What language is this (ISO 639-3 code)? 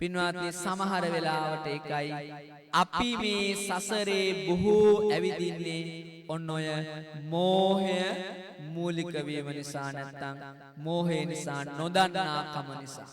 sin